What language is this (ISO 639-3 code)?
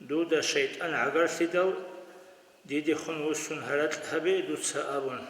ava